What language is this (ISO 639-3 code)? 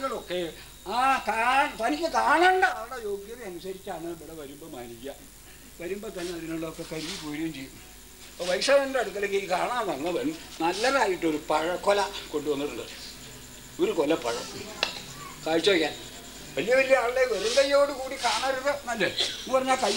mal